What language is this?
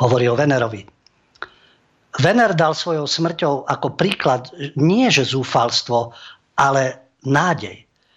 Slovak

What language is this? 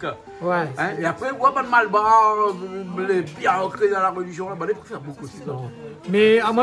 Réunion Creole French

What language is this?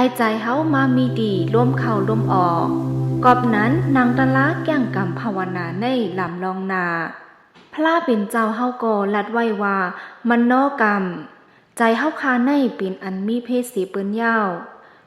Shan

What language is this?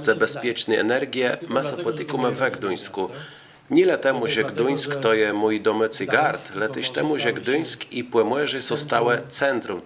Kashubian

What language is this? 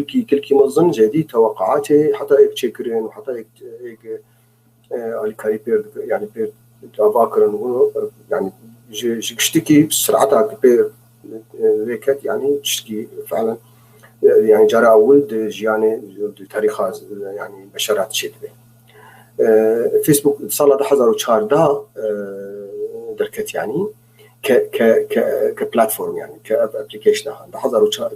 North Levantine Arabic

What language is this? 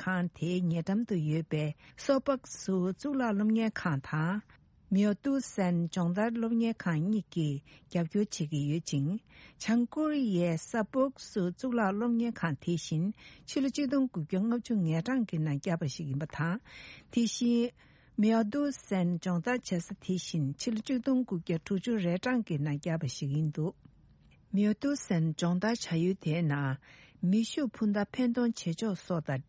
Tibetan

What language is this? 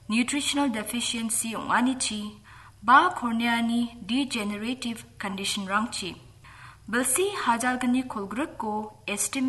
Garo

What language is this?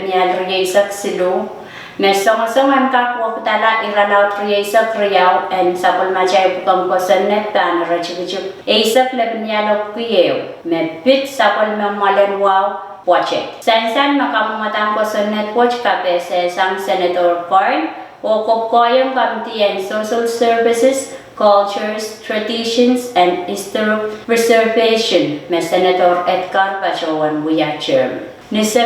Pohnpeian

